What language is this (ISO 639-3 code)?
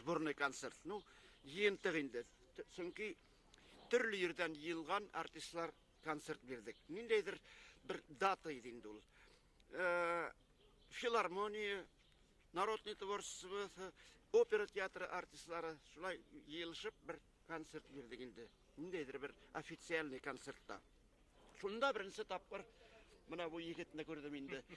bak